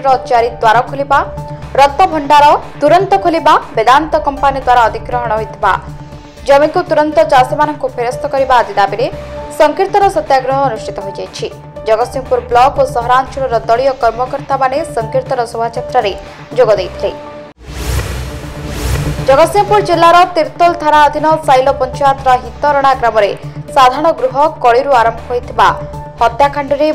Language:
Odia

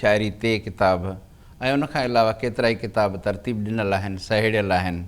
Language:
Sindhi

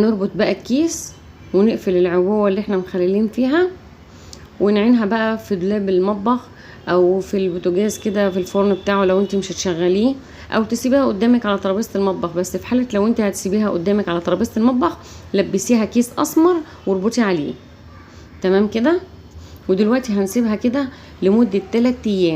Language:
Egyptian Arabic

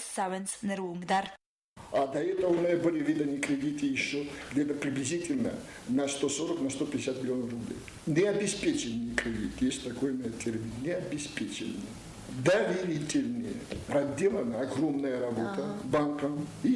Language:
Ossetic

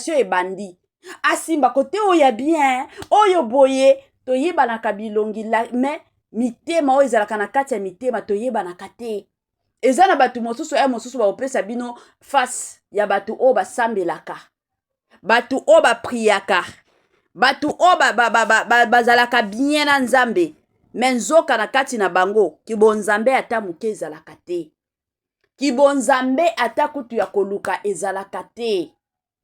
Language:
Lingala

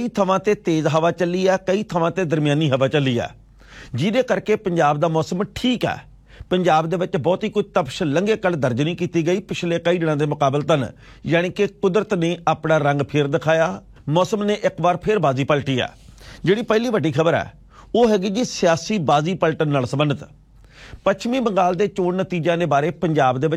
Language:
Punjabi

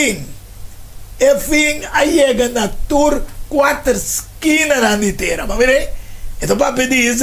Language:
Papiamento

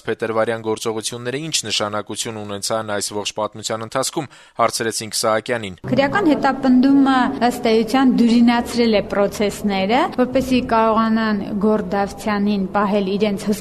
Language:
Armenian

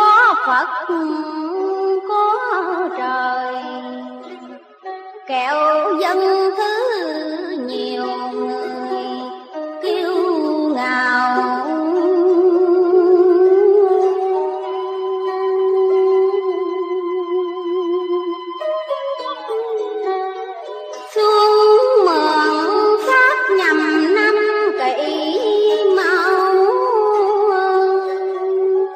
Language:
Vietnamese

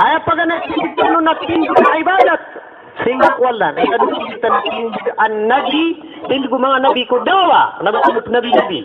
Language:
Maranao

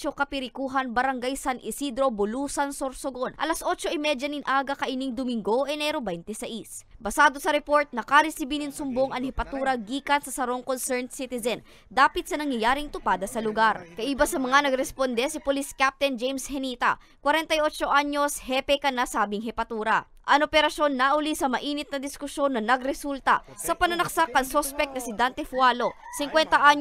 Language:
Bikol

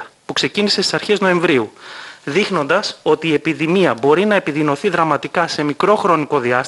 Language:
Greek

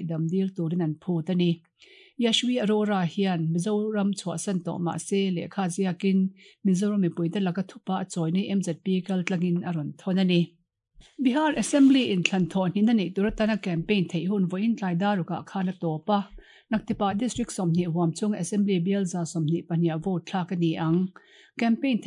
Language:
Mizo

